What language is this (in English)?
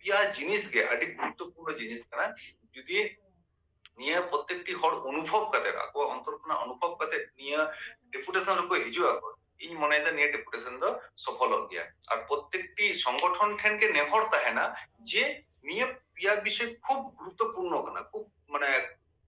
Santali